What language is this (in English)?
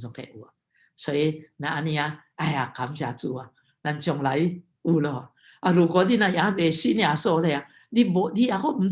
Min Nan Chinese